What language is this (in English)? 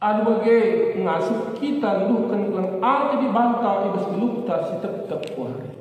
Batak Karo